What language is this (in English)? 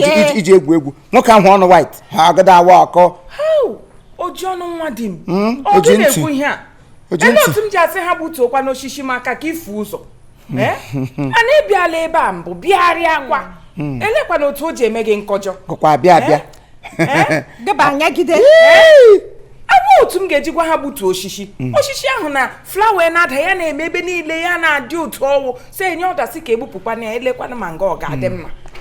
Igbo